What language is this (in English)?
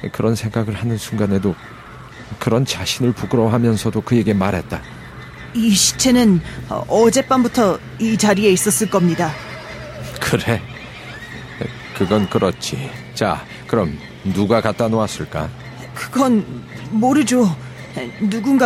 Korean